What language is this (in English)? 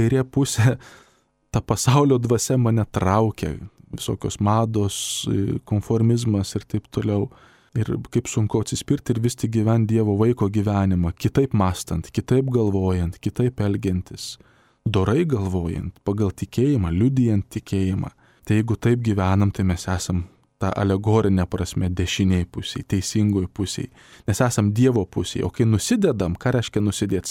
Lithuanian